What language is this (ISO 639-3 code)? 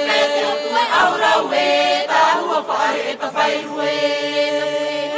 tah